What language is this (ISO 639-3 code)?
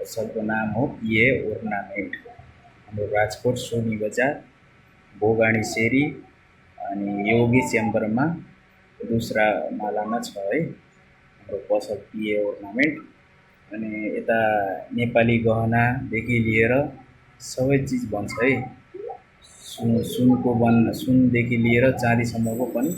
nep